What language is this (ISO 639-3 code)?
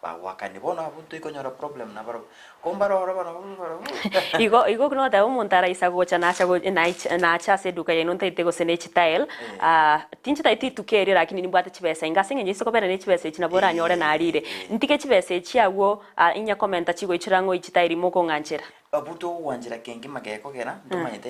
guz